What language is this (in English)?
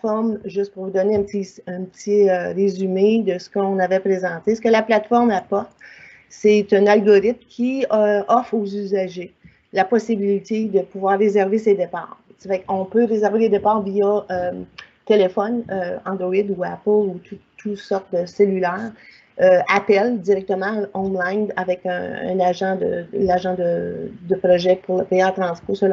French